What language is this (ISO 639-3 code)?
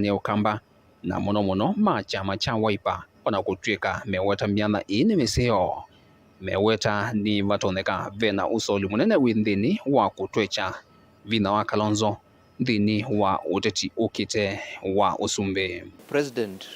kam